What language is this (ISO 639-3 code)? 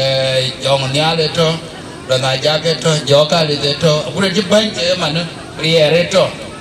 din